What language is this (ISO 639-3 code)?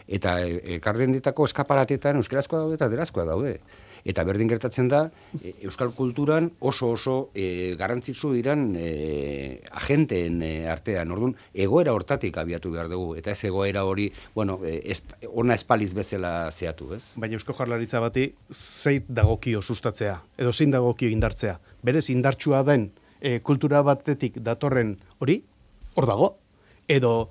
eus